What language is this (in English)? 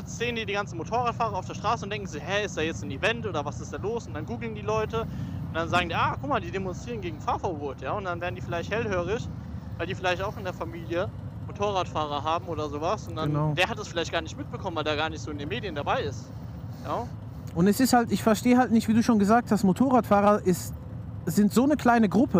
German